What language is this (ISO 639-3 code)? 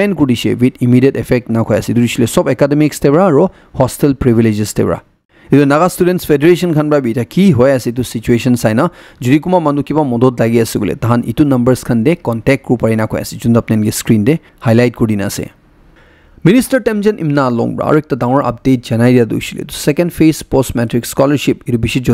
nag